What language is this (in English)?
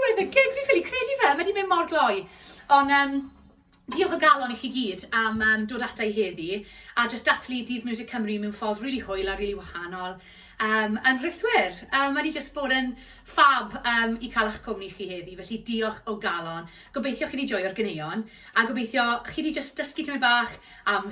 Welsh